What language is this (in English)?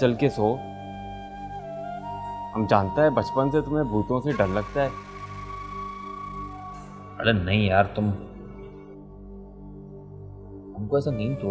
Hindi